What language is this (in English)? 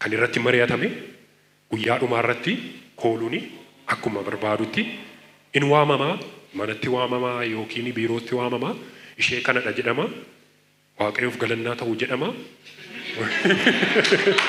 Oromo